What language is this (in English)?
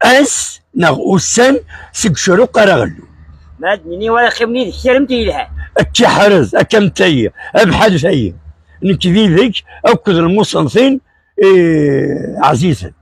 Kabyle